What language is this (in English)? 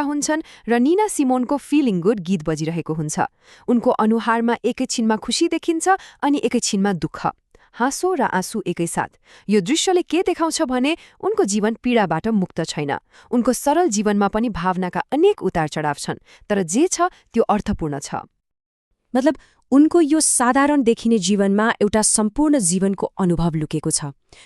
Nepali